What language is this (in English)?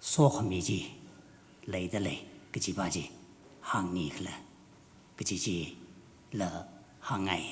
Tangkhul Naga (India)